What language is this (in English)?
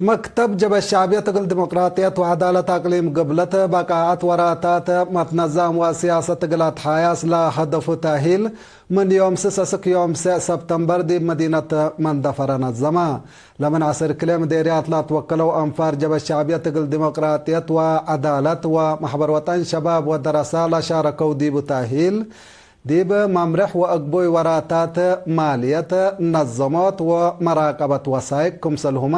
Tigre